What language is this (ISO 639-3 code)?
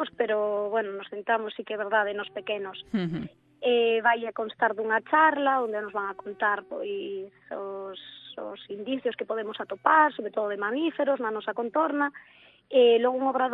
glg